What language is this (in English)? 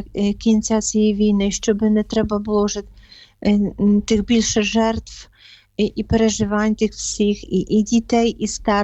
Ukrainian